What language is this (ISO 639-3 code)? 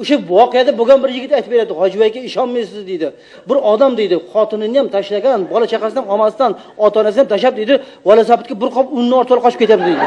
uzb